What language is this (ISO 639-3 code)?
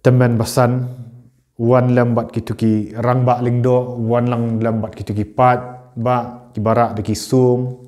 kha